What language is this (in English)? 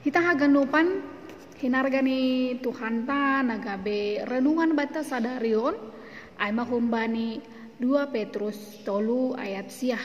Batak Simalungun